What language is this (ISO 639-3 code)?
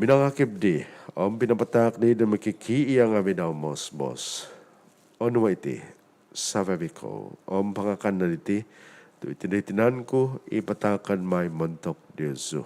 dtp